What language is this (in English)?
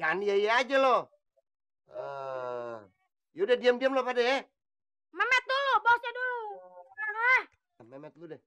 Betawi